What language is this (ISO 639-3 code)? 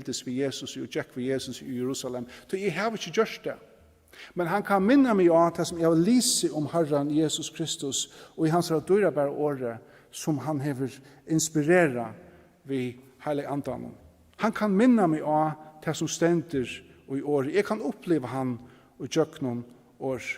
fao